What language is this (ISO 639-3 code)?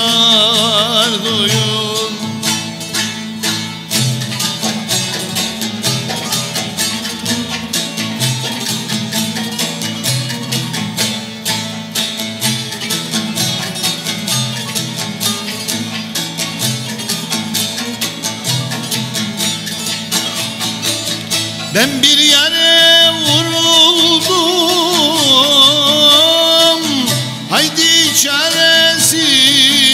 tur